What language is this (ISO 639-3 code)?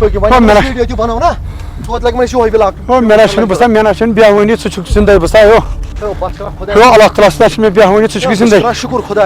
kas